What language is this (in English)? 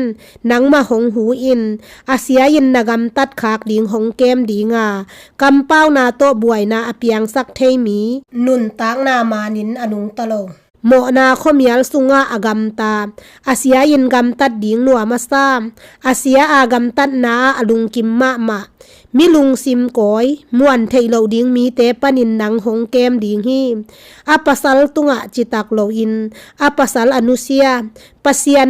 Tedim Chin